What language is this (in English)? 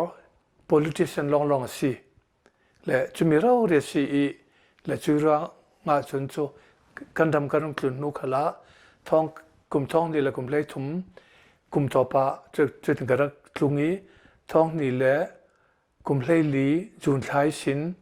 Hakha Chin